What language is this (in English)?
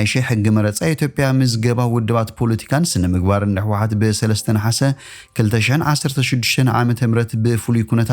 Tigrinya